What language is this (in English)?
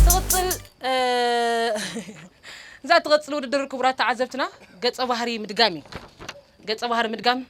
Tigrinya